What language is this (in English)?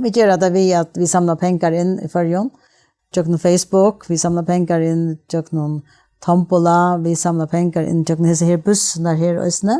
Faroese